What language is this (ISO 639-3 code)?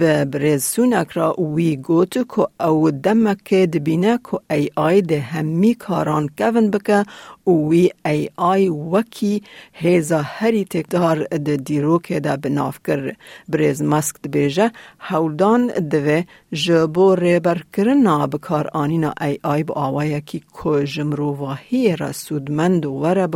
kur